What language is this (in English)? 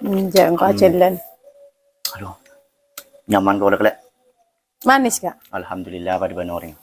Madurese